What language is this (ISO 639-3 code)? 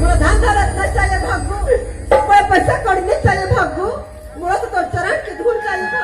hne